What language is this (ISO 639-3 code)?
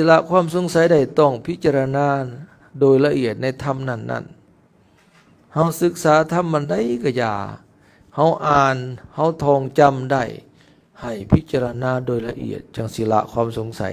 lao